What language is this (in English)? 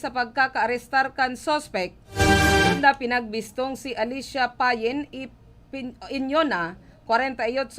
Bikol